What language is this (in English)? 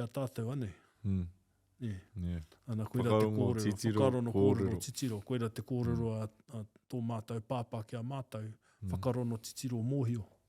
Māori